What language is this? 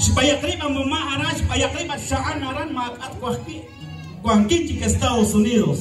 Kekchí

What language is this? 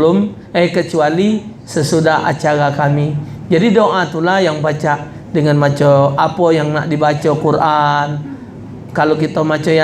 Musi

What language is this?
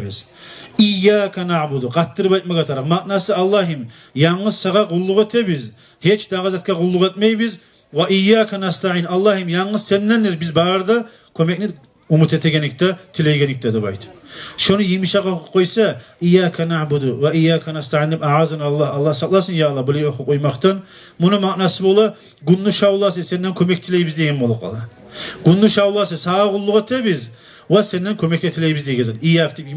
Kumyk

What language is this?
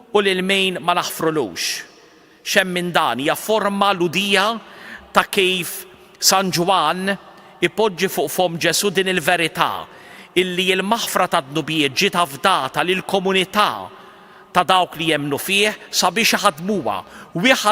Maltese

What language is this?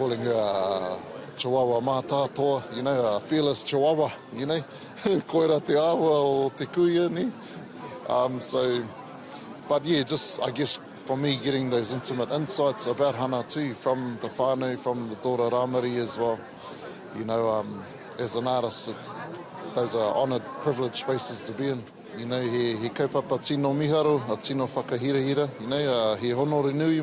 Māori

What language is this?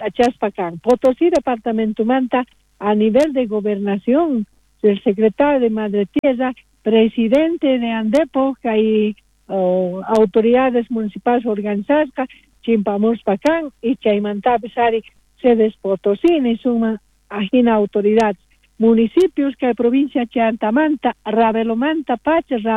South Bolivian Quechua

